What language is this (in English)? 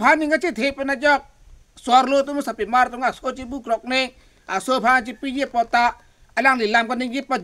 Karbi